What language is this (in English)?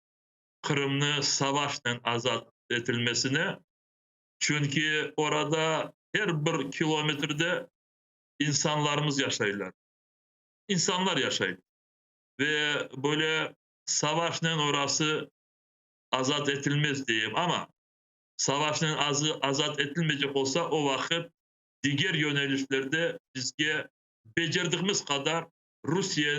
Crimean Tatar